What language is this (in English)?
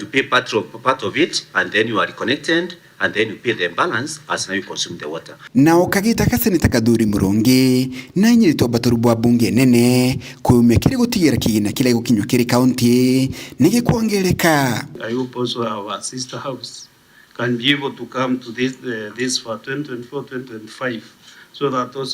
Meru